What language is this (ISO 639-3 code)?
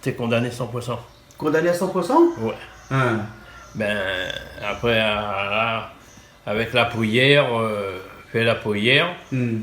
rcf